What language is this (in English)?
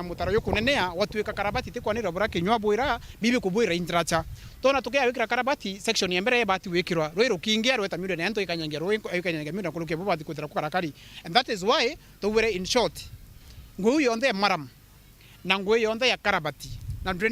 Meru